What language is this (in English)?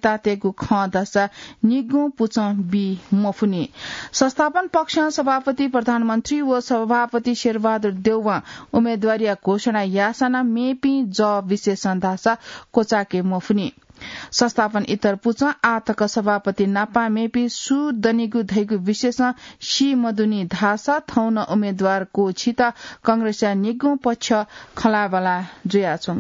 Newari